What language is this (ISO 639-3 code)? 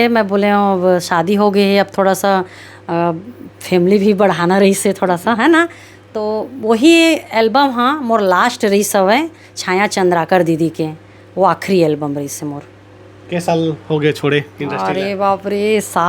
hne